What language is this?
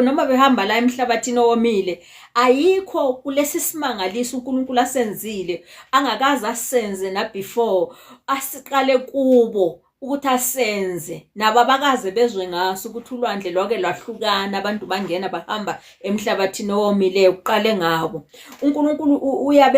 Zulu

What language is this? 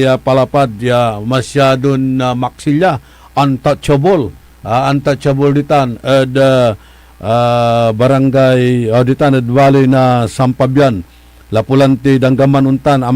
Pangasinan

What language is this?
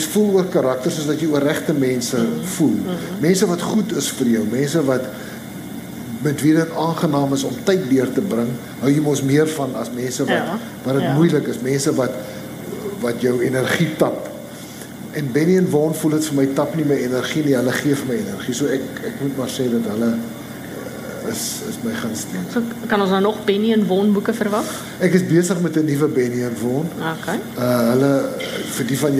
Afrikaans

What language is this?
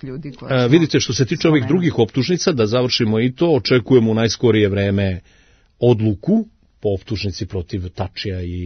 Serbian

